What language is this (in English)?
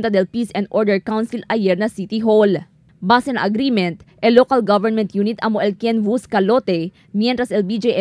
Chavacano